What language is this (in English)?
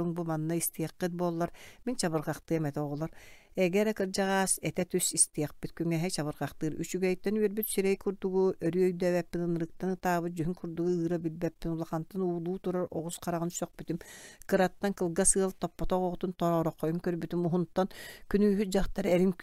Yakut